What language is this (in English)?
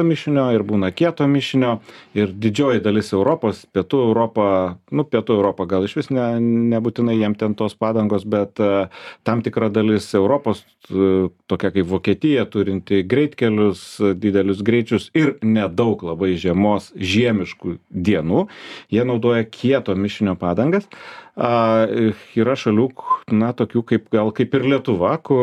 Lithuanian